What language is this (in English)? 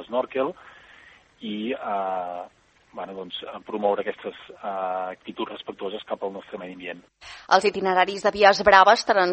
Catalan